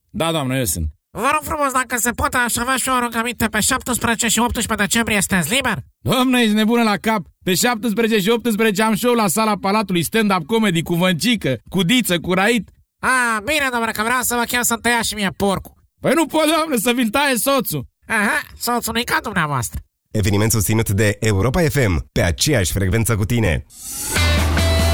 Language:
Romanian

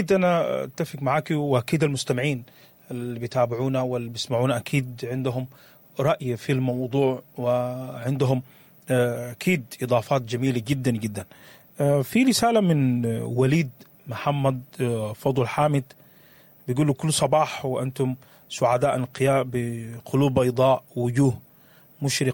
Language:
Sudanese Arabic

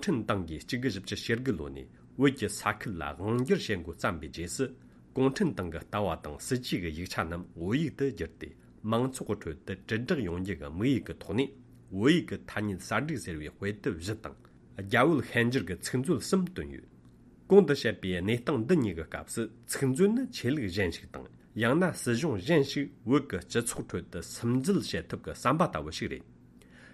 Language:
Tibetan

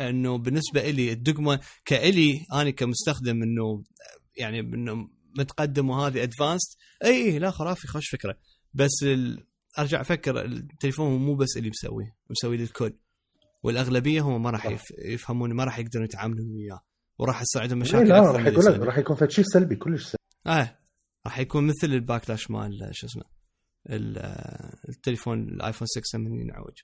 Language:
Mesopotamian Arabic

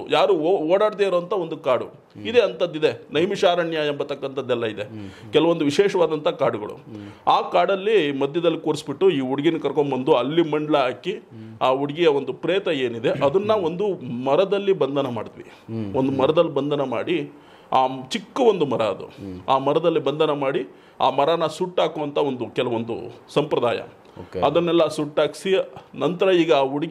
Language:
Kannada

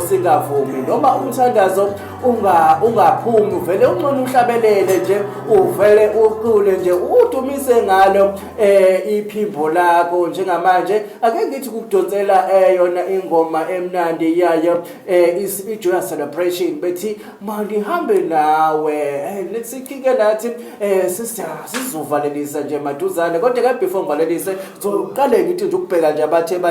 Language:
Zulu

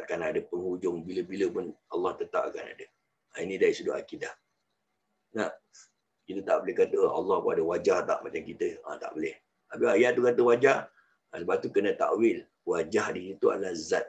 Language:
Malay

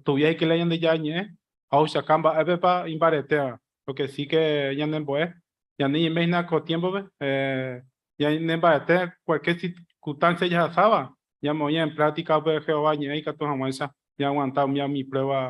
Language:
Guarani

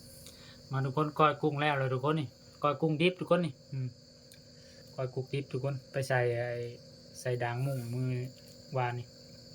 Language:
Lao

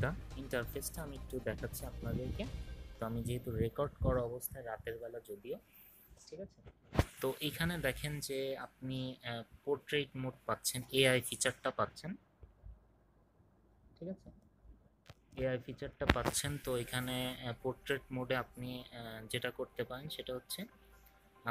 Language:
Bangla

